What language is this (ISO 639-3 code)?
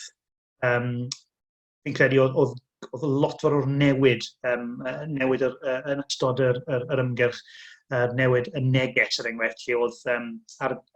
cym